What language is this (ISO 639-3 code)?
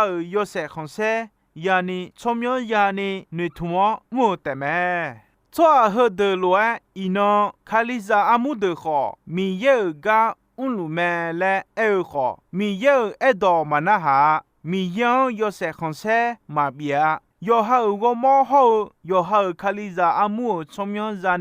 ahk